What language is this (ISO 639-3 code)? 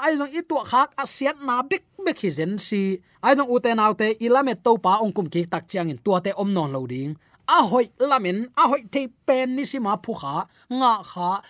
ctd